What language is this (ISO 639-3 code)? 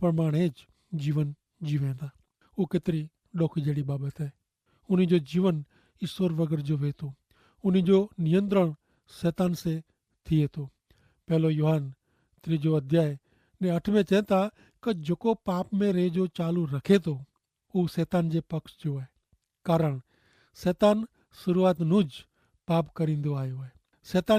kfr